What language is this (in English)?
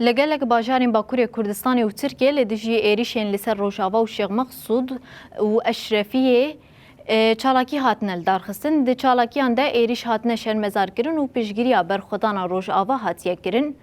Kurdish